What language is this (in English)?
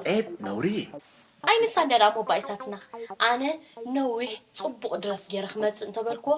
Tigrinya